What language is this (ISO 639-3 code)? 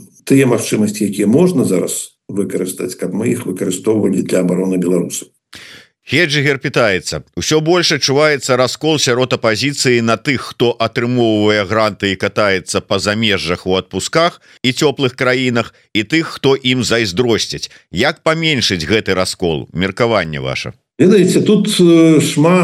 bel